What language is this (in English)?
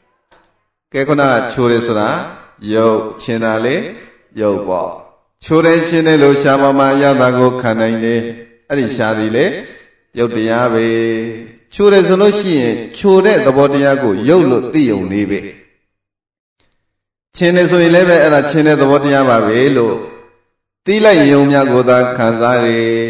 Burmese